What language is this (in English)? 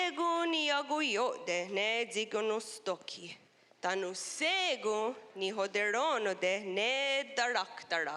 Mohawk